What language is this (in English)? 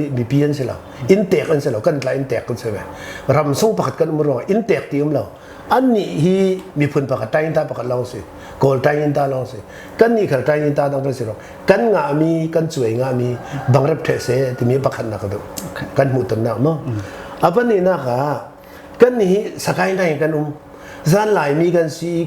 Falam Chin